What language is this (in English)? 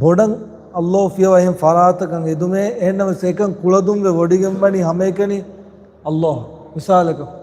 Divehi